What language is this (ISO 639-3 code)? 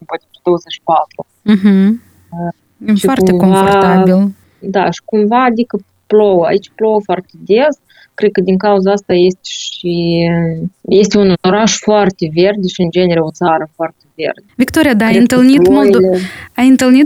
ron